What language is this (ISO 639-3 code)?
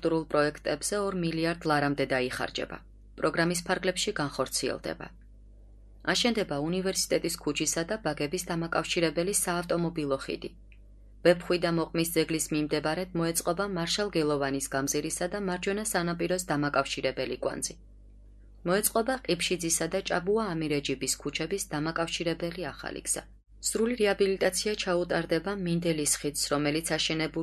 kat